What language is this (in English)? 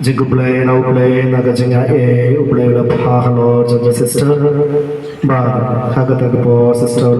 Khasi